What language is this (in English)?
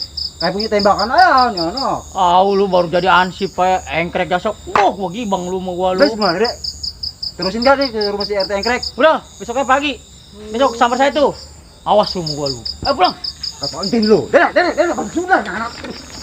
Betawi